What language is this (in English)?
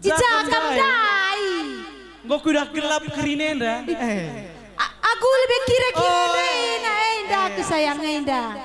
Batak Karo